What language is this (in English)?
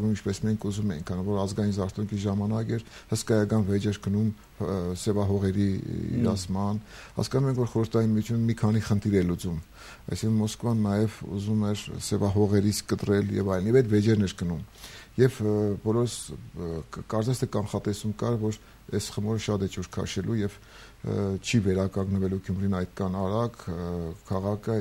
Armenian